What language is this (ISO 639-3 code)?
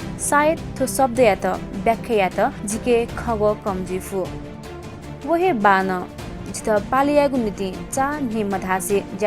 new